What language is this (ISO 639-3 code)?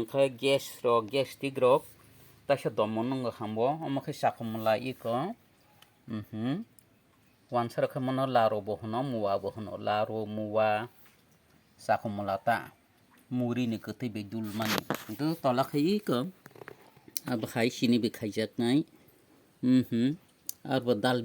trp